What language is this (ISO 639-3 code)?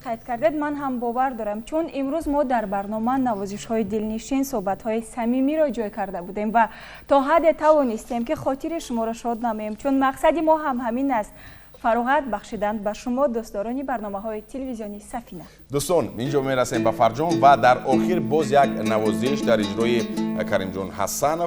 tgk